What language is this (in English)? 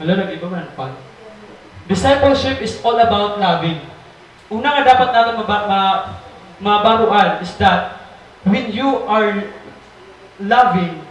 Waray